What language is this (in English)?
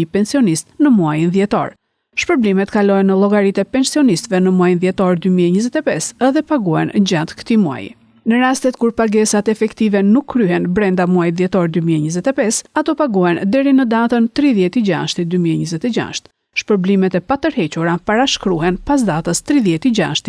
Albanian